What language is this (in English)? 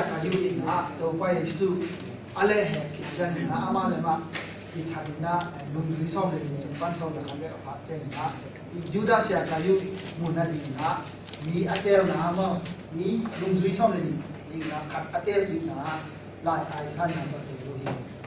Tedim Chin